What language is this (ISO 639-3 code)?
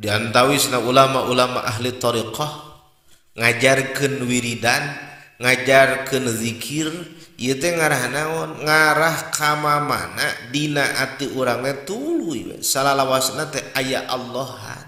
sun